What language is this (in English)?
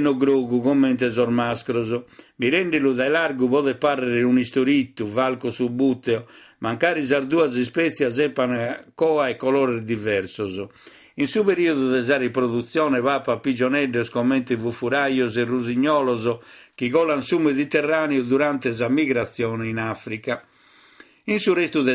Sardinian